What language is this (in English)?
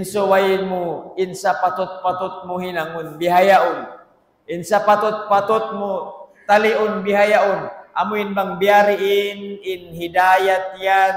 Tausug